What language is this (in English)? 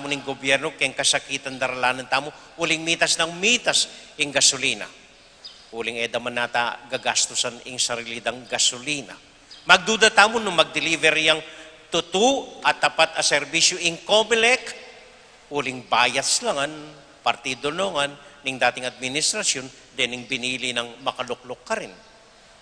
Pampanga